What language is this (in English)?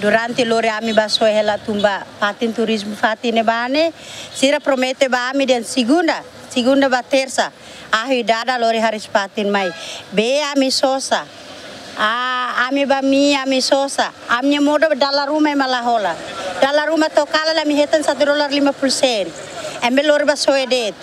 Tetum